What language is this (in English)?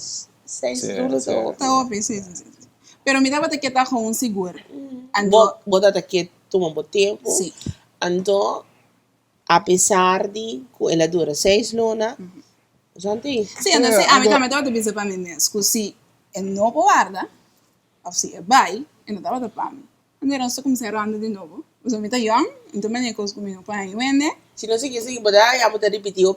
Papiamento